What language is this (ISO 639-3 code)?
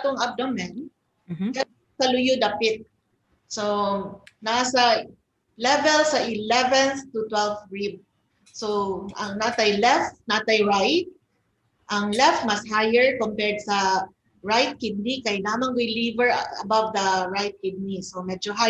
ceb